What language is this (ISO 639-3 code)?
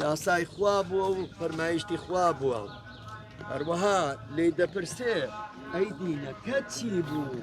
ckb